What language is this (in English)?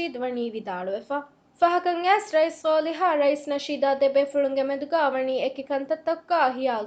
Divehi